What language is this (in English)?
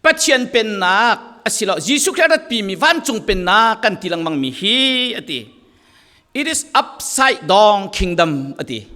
Falam Chin